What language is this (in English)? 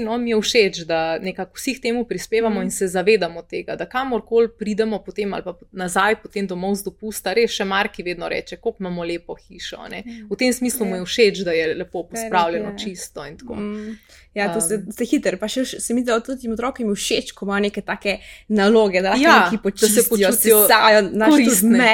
Slovenian